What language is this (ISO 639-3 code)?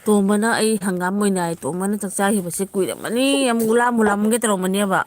mni